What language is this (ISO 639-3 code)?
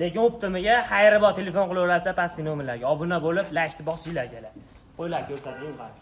uzb